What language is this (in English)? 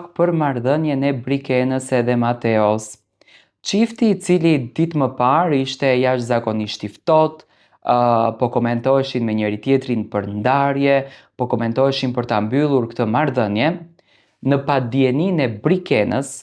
Albanian